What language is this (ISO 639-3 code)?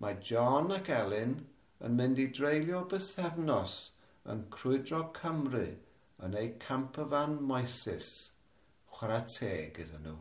cym